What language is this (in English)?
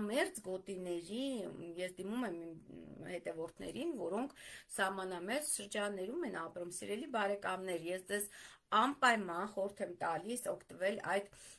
Armenian